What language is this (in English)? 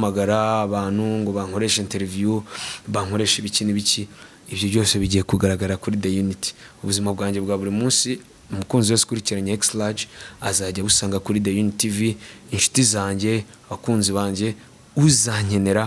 Kinyarwanda